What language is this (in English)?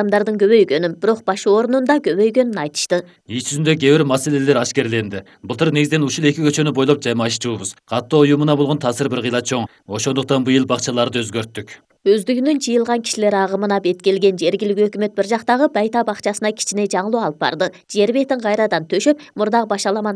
Kyrgyz